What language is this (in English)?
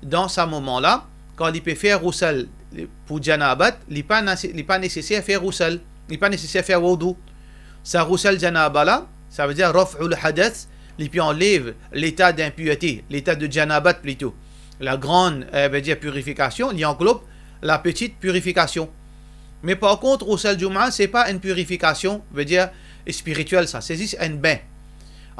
Morisyen